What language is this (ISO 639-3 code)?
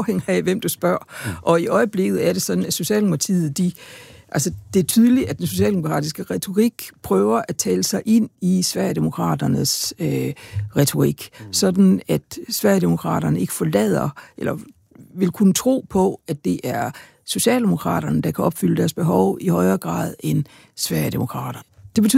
dan